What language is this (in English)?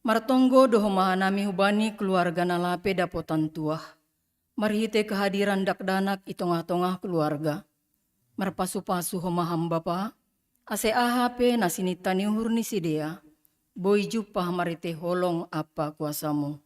Batak Simalungun